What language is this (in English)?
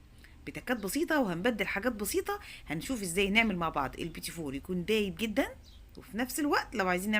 Egyptian Arabic